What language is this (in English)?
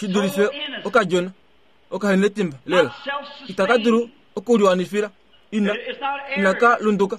Kuanyama